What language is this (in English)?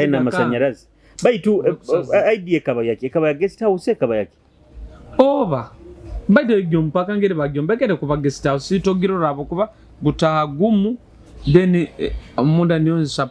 Nyoro